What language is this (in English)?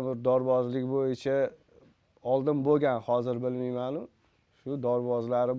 Uzbek